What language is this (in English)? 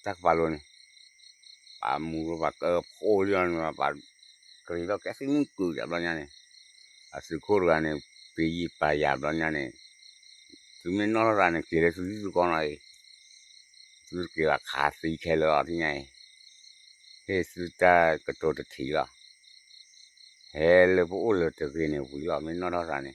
S'gaw Karen